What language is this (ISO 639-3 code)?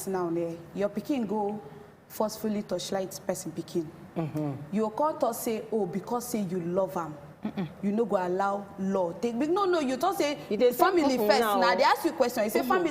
pcm